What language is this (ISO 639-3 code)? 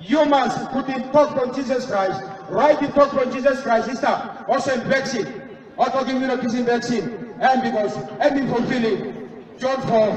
tpi